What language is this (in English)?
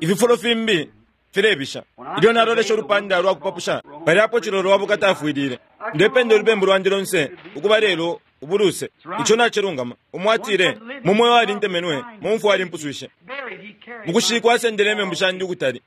Bemba